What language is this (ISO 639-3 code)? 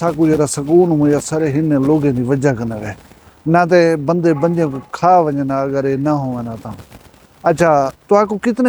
skr